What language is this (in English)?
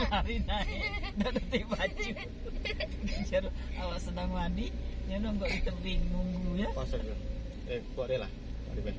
Minangkabau